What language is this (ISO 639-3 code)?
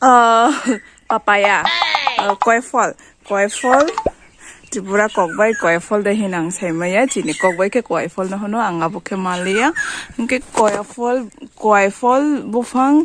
trp